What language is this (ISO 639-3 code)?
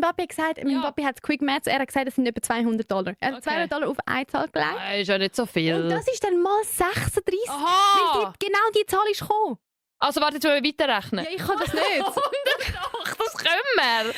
gsw